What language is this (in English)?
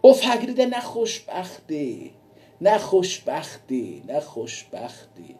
South Azerbaijani